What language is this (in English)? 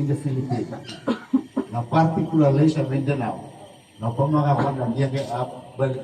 Maranao